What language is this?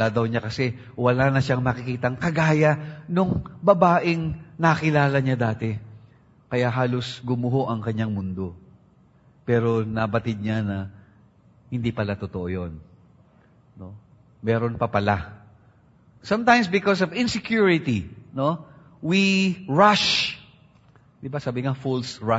Filipino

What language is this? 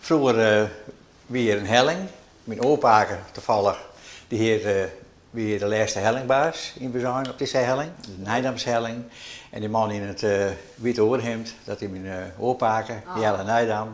Western Frisian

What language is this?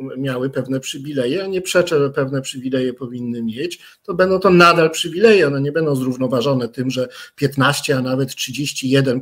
Polish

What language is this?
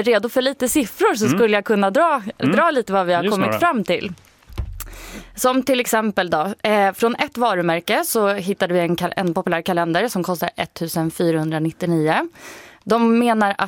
Swedish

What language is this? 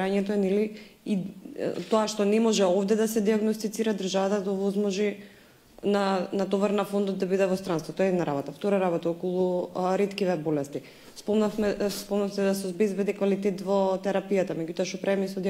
Macedonian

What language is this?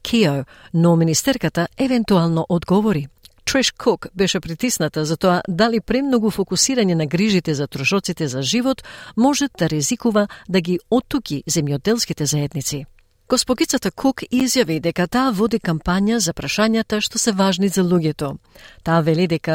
Macedonian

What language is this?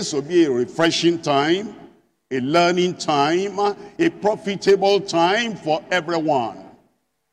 English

